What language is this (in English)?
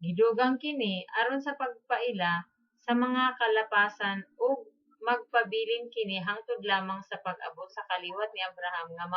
Cebuano